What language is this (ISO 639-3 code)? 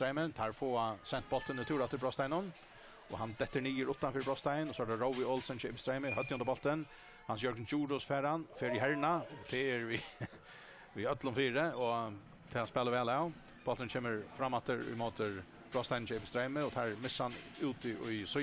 fao